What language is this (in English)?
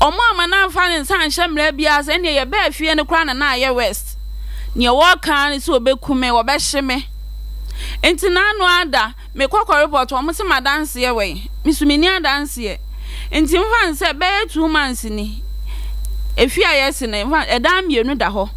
Akan